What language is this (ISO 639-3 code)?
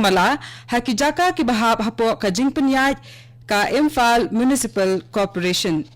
kha